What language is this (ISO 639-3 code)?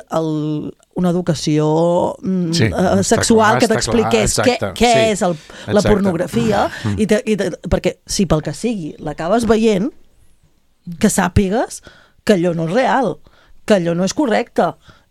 cat